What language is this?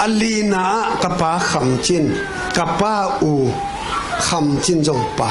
Tedim Chin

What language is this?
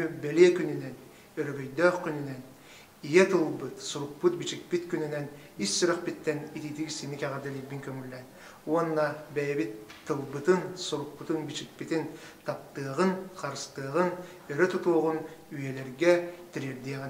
Yakut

